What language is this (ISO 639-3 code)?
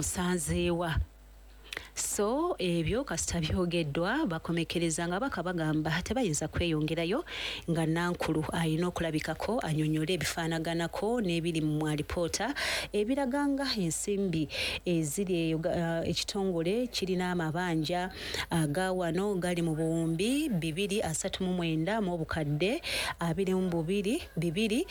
lug